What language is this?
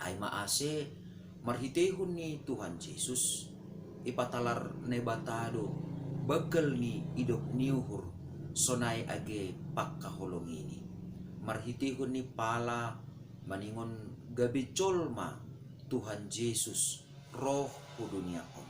Batak Simalungun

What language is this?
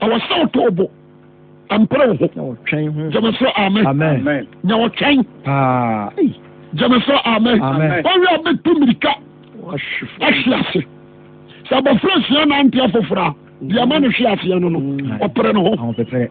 Akan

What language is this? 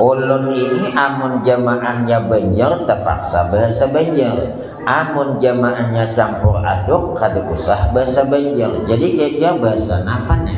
Banjar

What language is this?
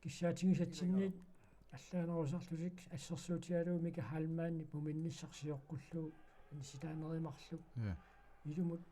Kalaallisut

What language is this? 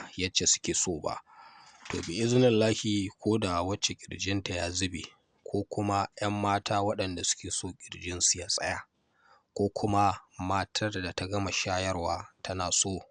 Hausa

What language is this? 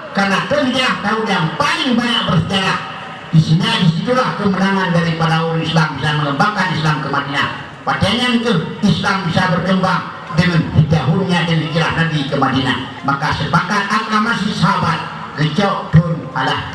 Achinese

